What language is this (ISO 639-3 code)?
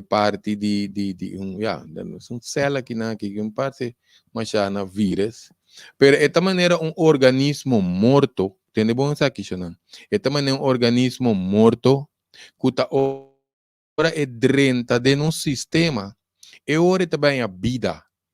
pap